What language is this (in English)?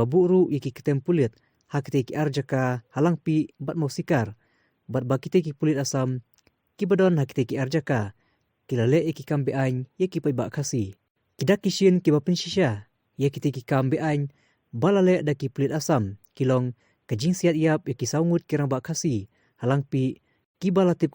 Khasi